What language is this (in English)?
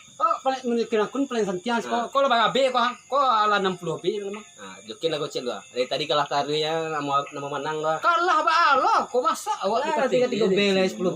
Minangkabau